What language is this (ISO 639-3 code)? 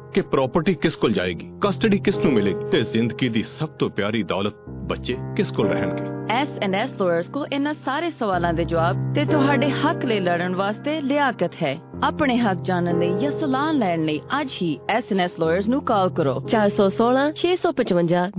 pan